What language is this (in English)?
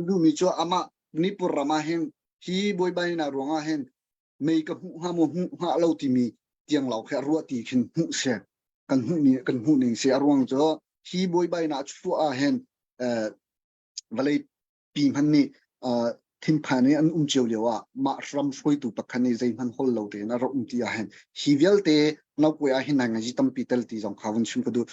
Hakha Chin